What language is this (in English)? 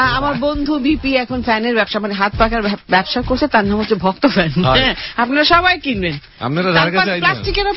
Bangla